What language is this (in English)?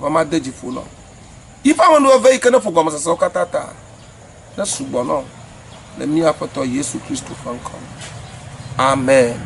Ewe